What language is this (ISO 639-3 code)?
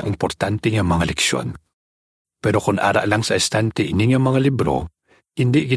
hil